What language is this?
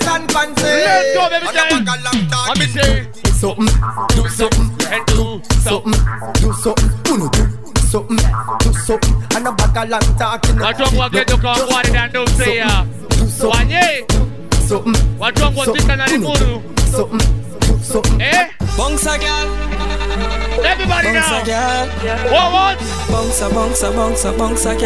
Swahili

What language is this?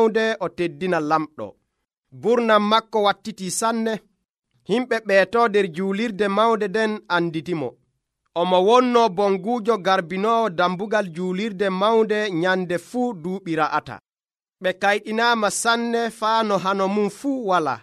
Nigerian Fulfulde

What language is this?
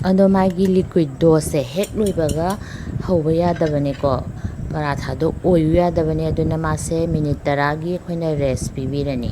Manipuri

